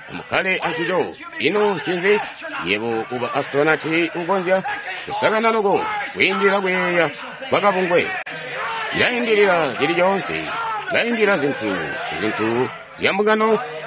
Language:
Tonga (Zambia)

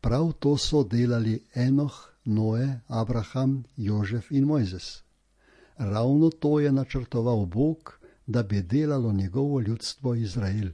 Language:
Slovenian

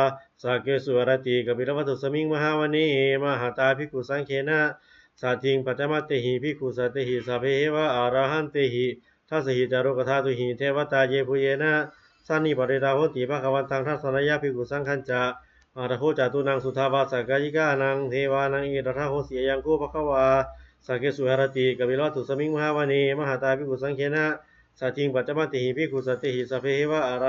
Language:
Pali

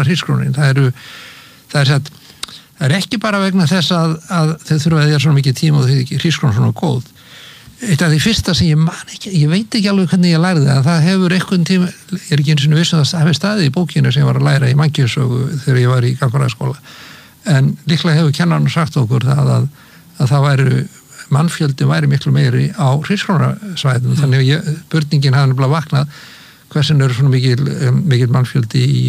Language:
Icelandic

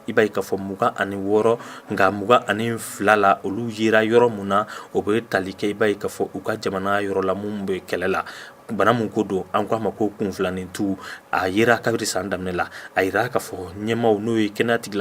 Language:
Bambara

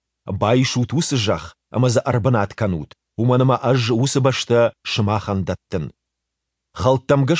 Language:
Ossetic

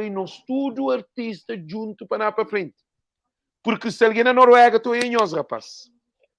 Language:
Kabuverdianu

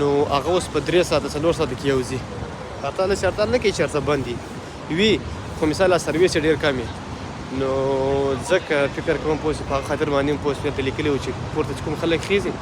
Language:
Pashto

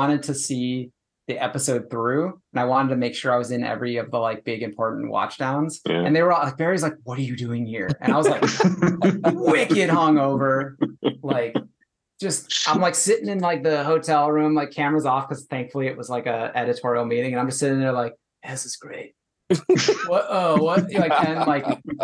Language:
English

